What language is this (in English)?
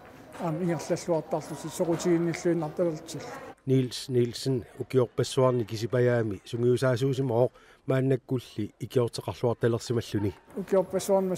Kalaallisut